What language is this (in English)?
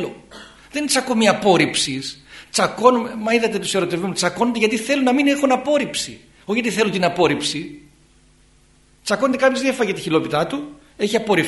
Greek